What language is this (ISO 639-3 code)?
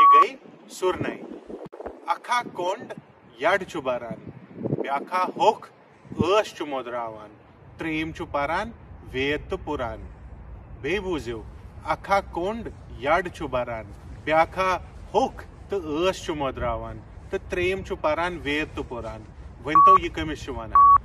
kas